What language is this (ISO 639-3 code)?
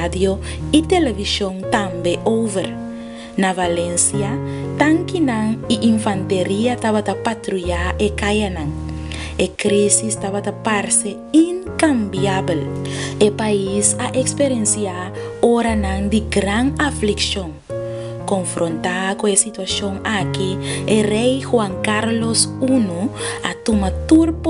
pap